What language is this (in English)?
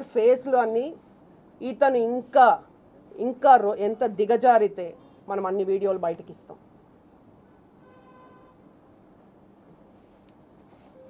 Telugu